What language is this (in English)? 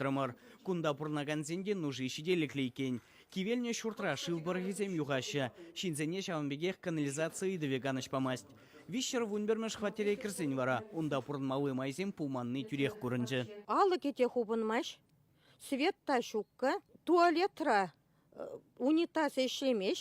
Chuvash